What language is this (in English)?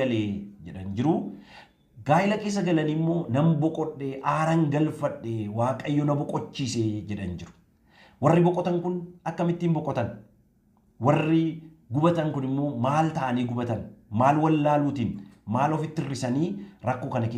Oromo